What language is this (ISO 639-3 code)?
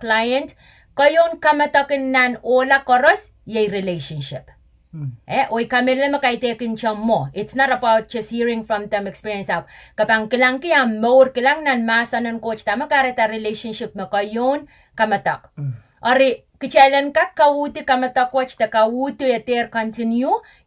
pon